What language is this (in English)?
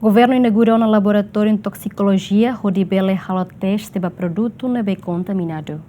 Tetum